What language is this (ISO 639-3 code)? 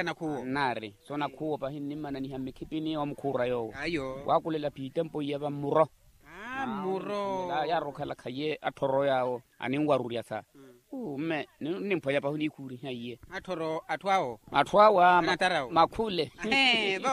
vmw